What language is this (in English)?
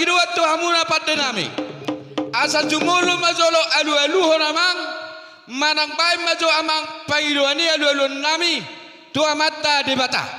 Batak Toba